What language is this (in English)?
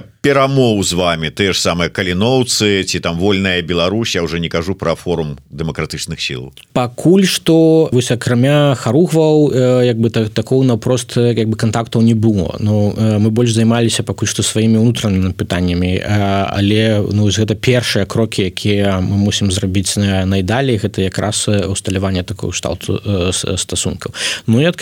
Belarusian